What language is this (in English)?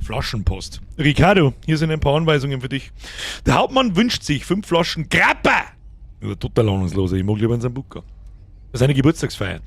Bavarian